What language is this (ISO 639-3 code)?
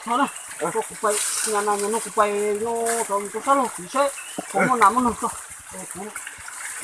hmn